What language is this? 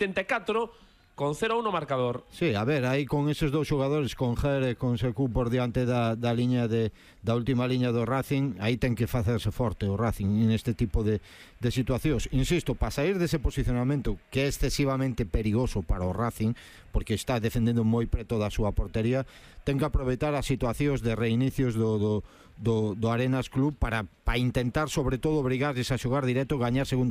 Galician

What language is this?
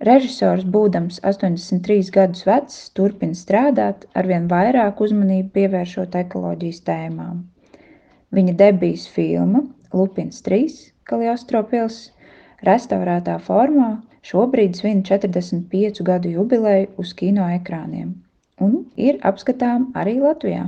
Latvian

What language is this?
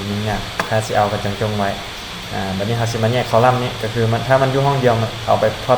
Lao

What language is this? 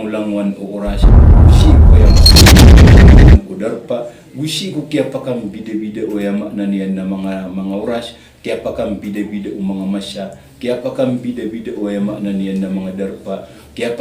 Maranao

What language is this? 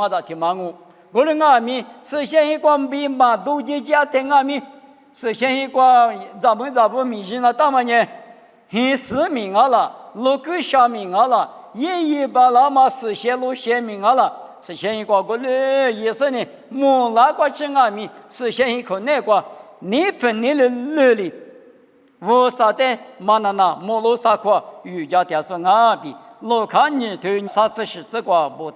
Lisu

